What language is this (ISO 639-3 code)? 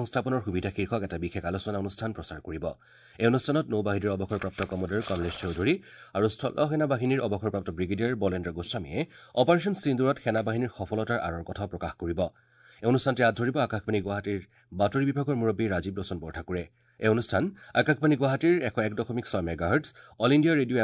asm